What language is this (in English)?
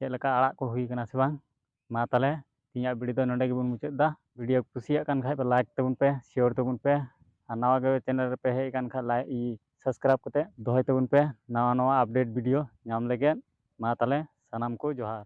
Santali